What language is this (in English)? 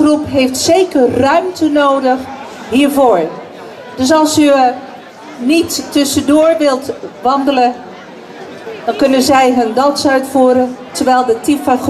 Dutch